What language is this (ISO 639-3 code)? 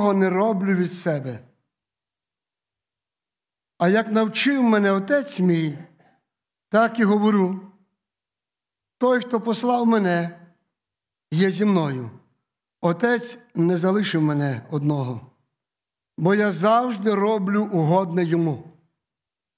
ukr